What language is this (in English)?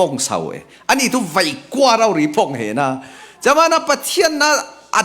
Falam Chin